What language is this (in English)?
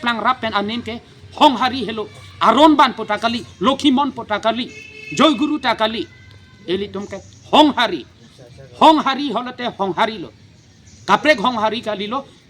Karbi